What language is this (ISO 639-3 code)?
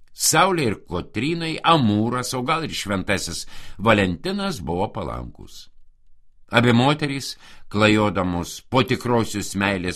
lit